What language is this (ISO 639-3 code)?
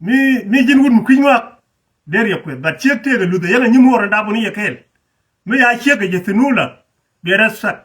nus